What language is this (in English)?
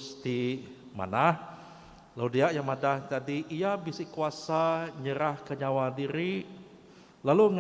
Iban